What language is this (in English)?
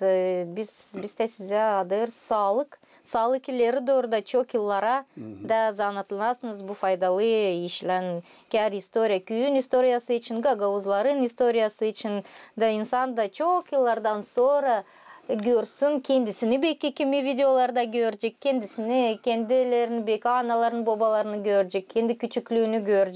Gagauz